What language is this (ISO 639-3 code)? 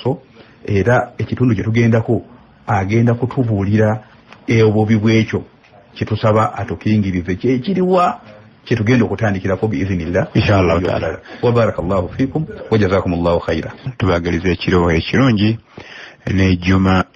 lug